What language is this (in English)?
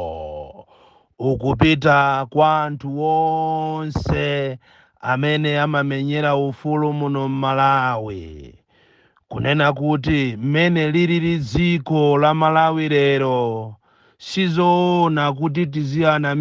Nyanja